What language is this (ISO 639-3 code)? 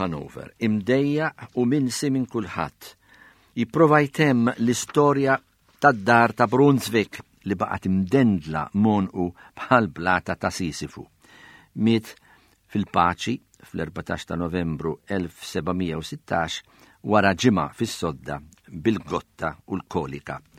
mlt